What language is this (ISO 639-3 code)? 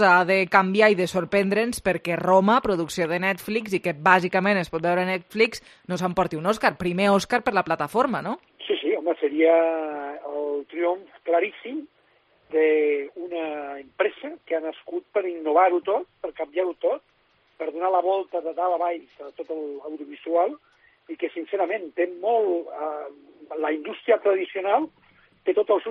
cat